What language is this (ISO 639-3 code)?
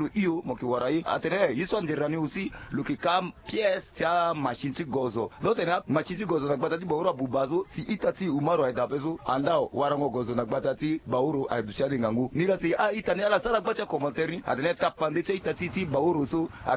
sag